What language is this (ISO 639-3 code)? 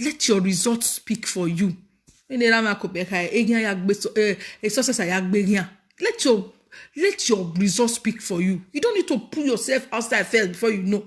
pcm